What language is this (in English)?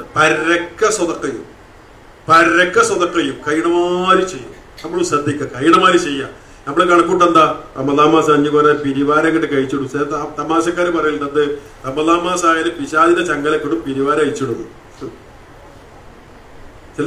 Malayalam